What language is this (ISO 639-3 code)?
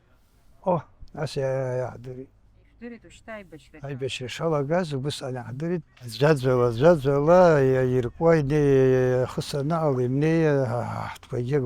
abk